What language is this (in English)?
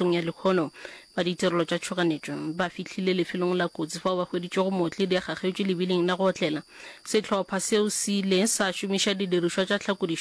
Northern Sotho